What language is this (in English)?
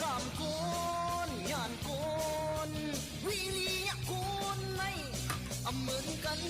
Shan